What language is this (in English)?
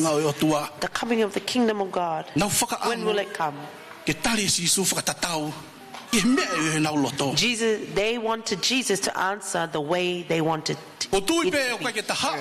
Tongan